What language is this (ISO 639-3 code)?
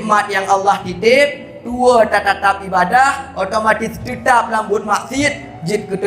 ace